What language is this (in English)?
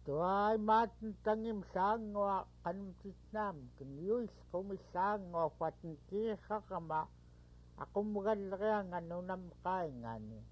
Central Yupik